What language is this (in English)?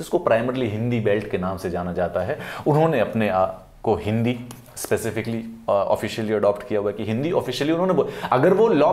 Hindi